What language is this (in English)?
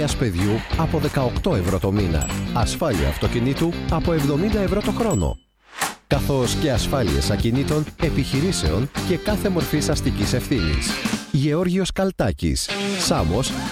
Greek